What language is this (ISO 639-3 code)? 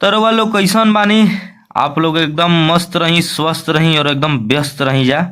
bho